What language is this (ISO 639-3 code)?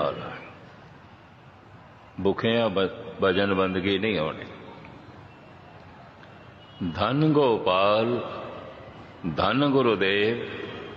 pan